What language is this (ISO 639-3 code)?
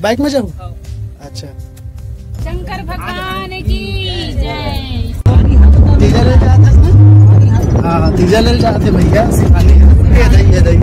hne